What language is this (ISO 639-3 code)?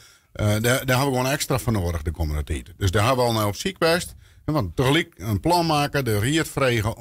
fry